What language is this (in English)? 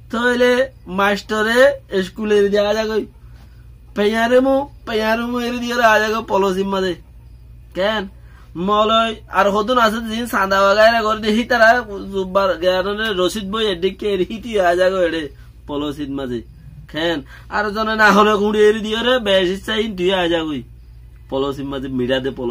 Rohingya